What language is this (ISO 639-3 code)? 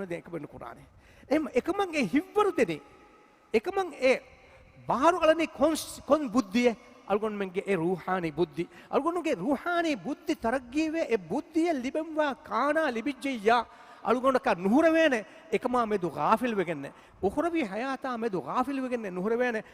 div